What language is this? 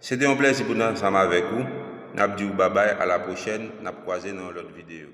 Haitian Creole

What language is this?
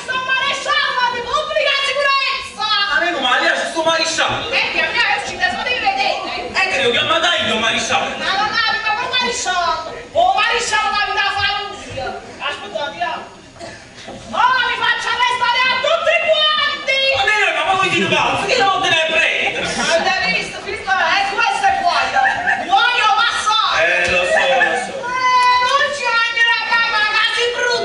Neapolitan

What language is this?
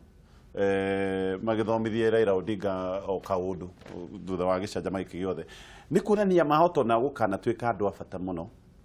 Kikuyu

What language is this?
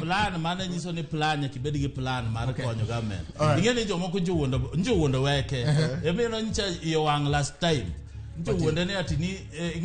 Luo (Kenya and Tanzania)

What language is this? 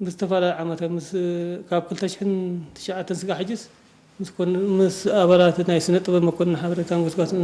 Tigrinya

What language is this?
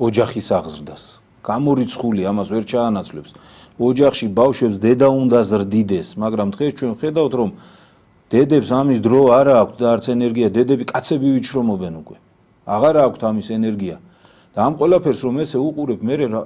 Georgian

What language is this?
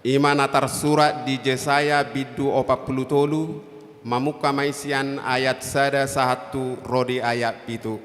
Batak Toba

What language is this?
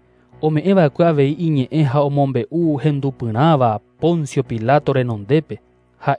Guarani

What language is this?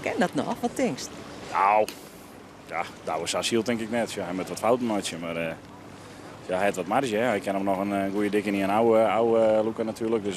Western Frisian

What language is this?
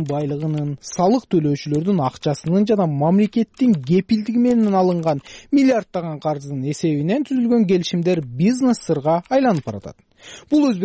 Kyrgyz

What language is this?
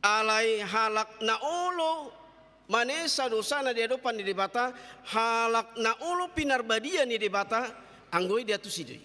Batak Toba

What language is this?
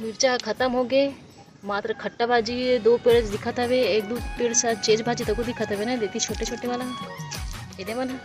Chhattisgarhi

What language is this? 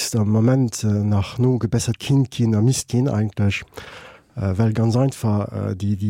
Luxembourgish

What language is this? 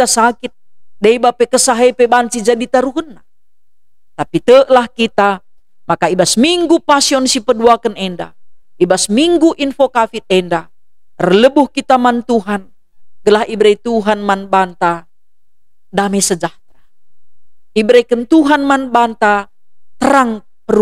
Batak Karo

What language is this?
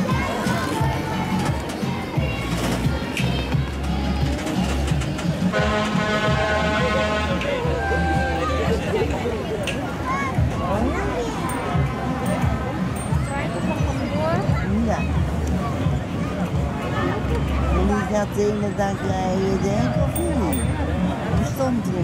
Dutch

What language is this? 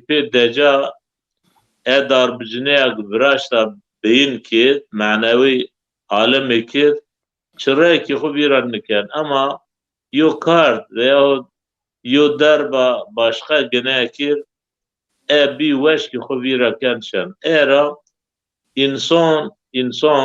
Zaza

